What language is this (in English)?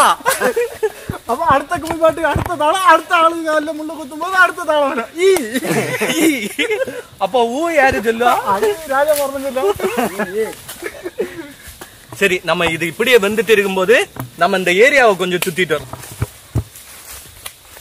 Tamil